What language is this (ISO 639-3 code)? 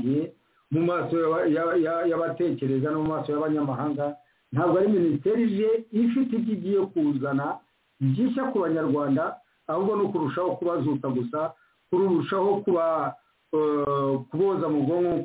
kin